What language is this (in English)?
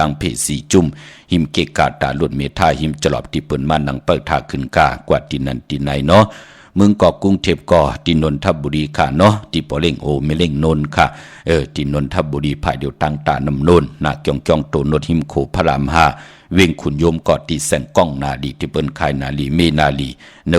Shan